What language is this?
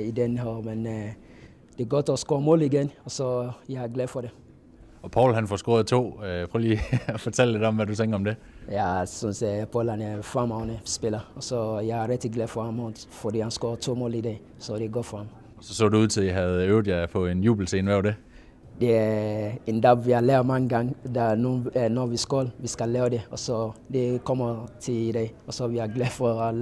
Danish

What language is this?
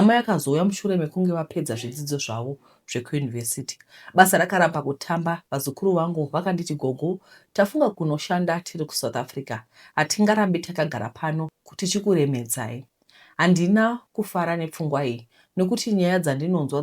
Shona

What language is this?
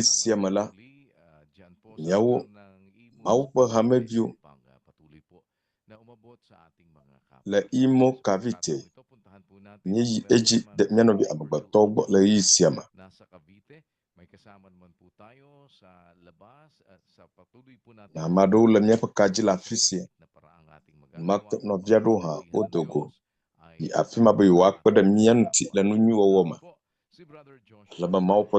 Ewe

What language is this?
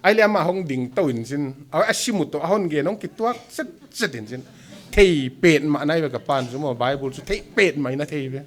Paite Chin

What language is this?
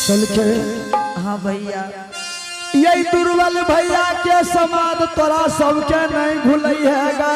Angika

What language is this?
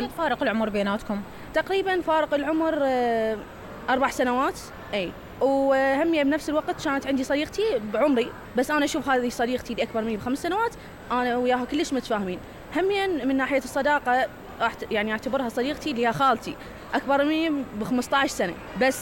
Mesopotamian Arabic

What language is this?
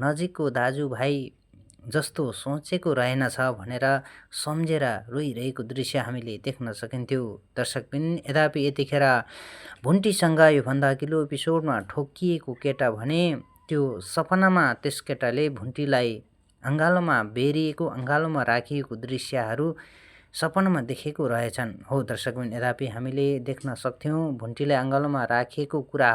Nepali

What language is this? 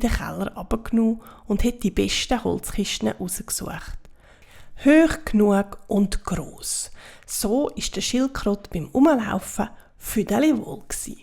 Swiss German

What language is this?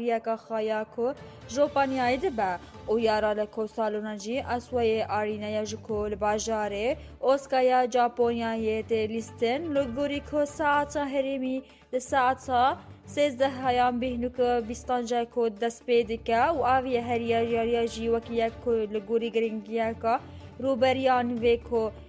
Kurdish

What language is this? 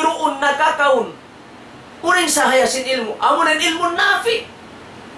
Tausug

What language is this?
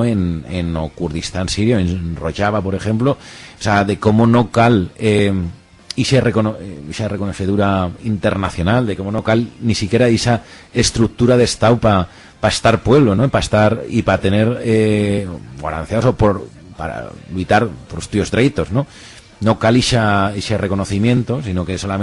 Aragonese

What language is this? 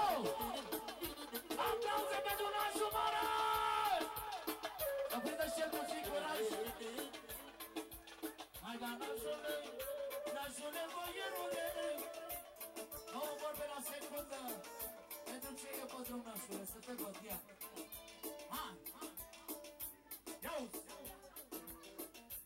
Romanian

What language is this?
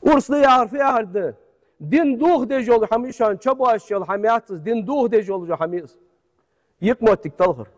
Ingush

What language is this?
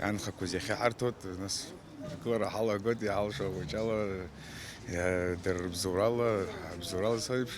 Abkhazian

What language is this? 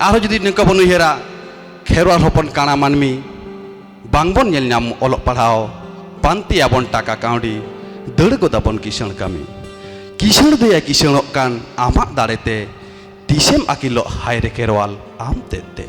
Santali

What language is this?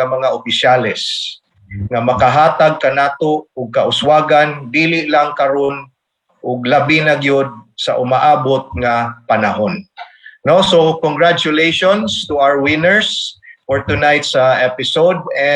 Cebuano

